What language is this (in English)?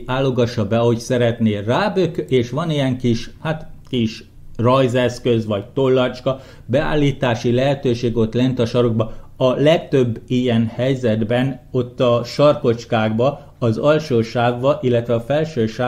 Hungarian